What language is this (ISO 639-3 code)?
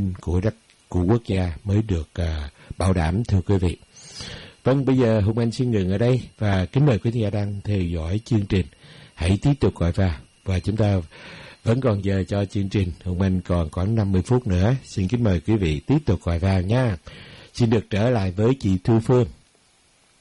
vie